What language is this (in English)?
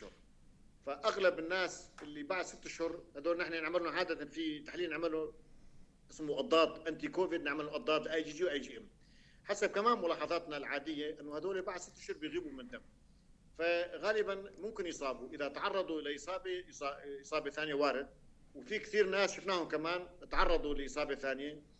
North Levantine Arabic